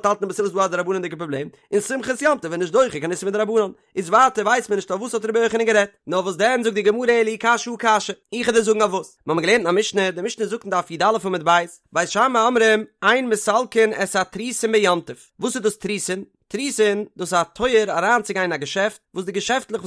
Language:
Yiddish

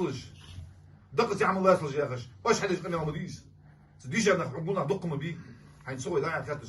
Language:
Ingush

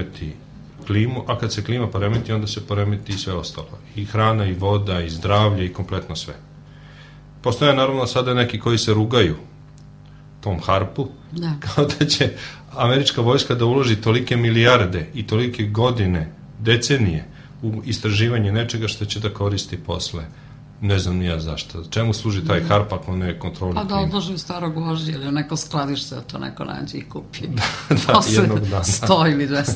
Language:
Serbian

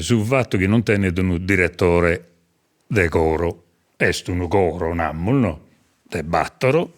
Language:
Sardinian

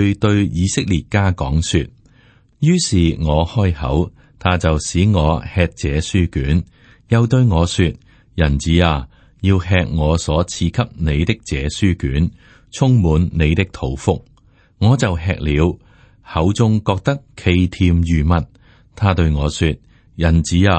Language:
Cantonese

